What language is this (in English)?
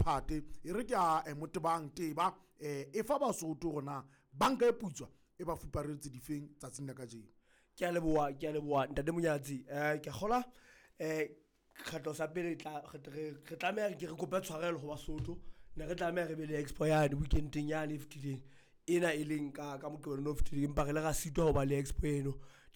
Southern Sotho